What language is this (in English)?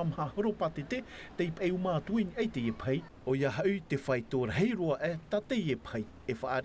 Tahitian